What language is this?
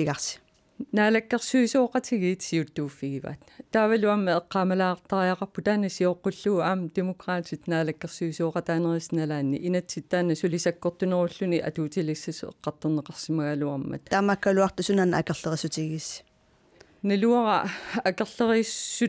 Kalaallisut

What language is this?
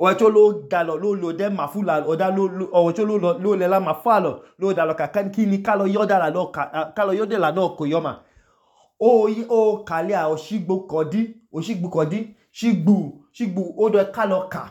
Idoma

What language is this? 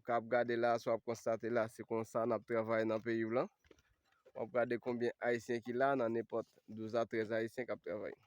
Haitian Creole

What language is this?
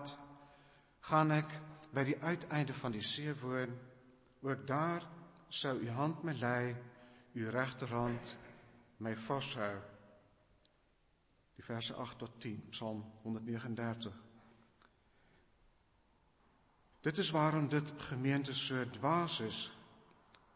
Afrikaans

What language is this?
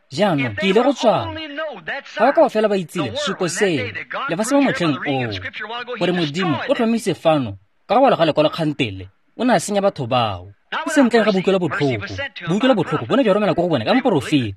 Tswana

